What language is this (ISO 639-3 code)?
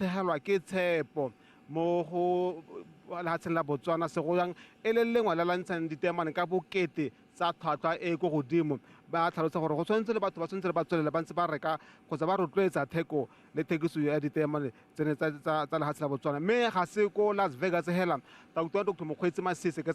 tsn